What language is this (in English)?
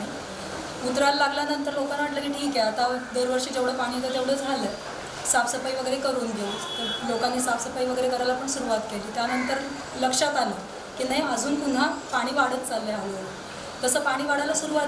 Marathi